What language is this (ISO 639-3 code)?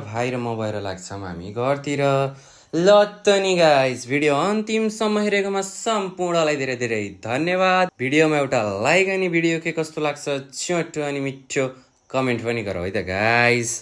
nep